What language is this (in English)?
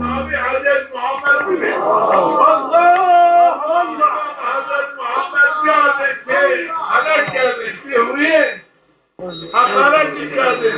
Zaza